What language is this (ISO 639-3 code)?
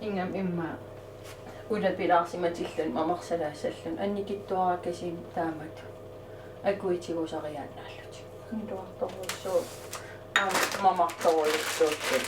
kal